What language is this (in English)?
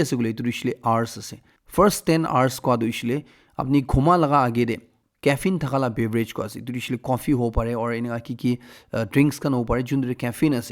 Naga Pidgin